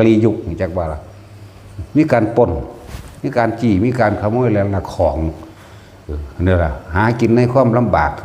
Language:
Northeastern Thai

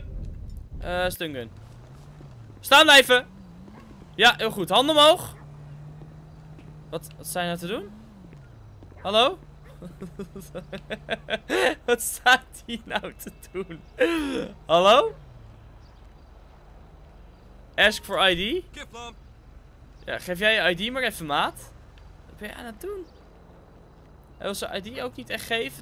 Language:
Dutch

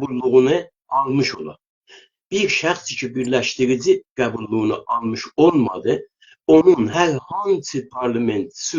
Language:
South Azerbaijani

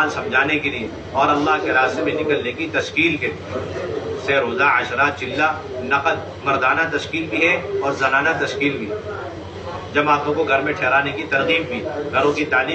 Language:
Urdu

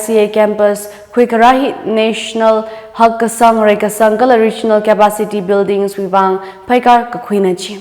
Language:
Tangkhul Naga (India)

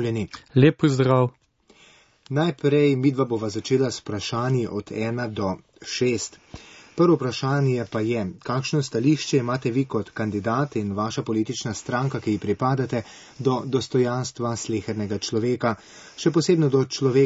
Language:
Slovenian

